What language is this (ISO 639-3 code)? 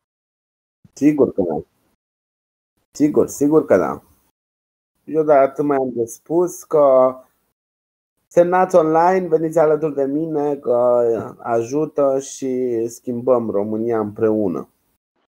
ron